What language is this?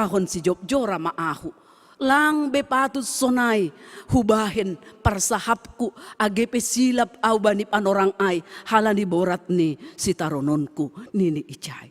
Batak Simalungun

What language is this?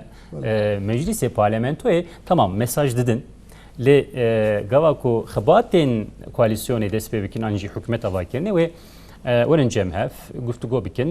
Kurdish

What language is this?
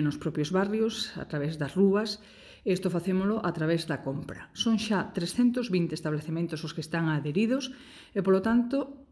Galician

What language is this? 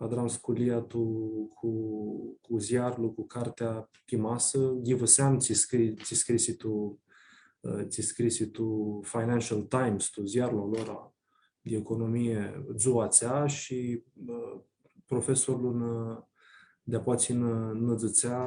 Aromanian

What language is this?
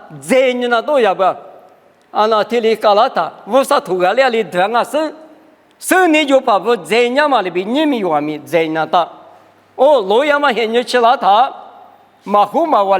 Lisu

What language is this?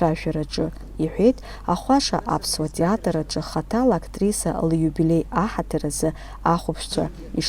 Abkhazian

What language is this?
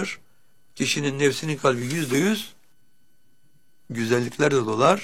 Turkish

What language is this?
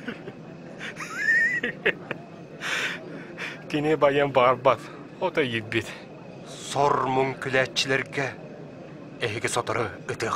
Yakut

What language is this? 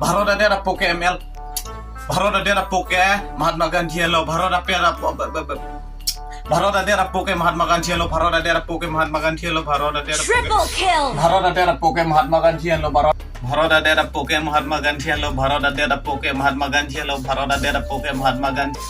Karbi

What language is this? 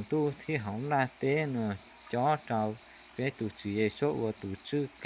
Hmong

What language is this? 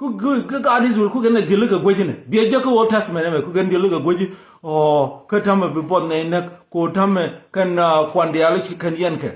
Nuer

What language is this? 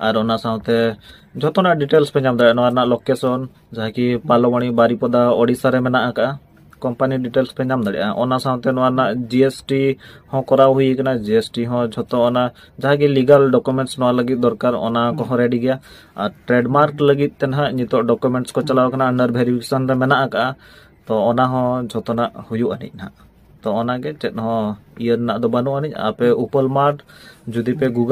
Santali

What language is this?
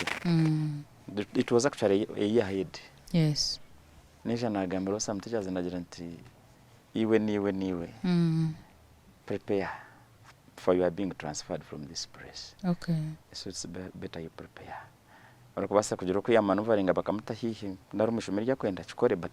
Nyankole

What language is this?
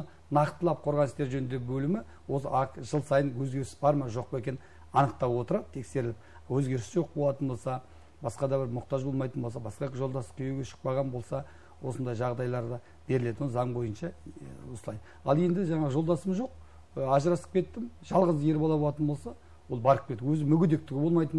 Kazakh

